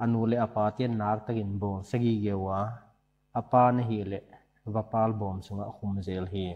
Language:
Paite Chin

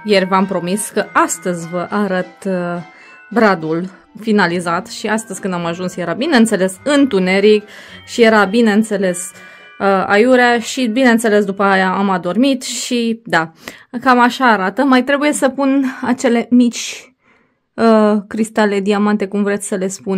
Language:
Romanian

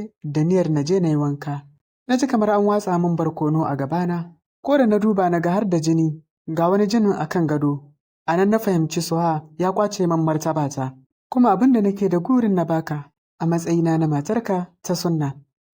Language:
Hausa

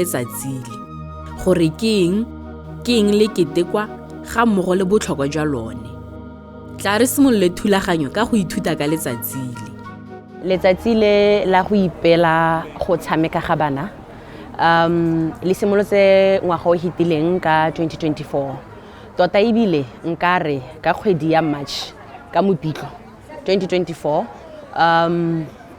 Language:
Tswana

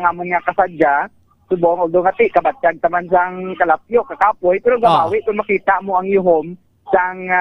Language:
Hiligaynon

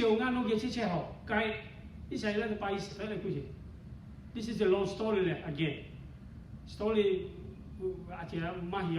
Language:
Lahu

